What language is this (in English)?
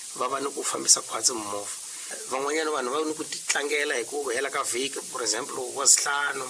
Tsonga